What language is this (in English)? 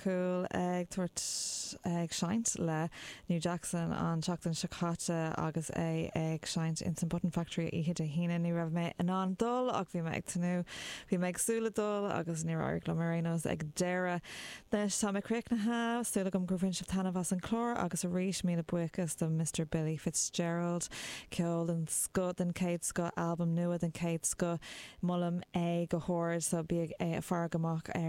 Irish